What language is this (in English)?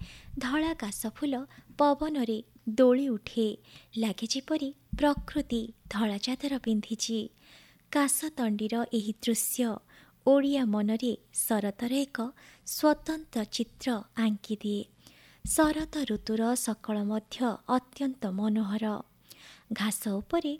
Odia